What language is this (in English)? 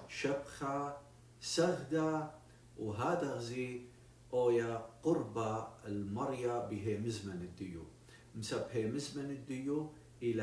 Assyrian Neo-Aramaic